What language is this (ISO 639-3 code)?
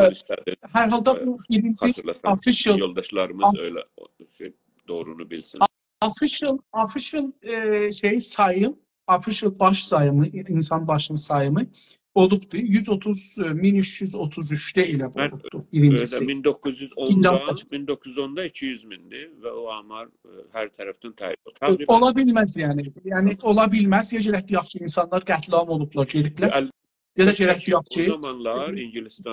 azb